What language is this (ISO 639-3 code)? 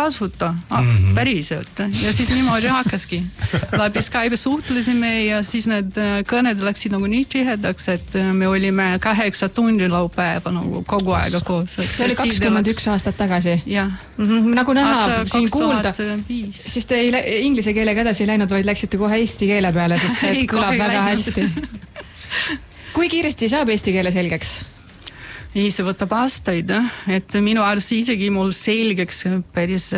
est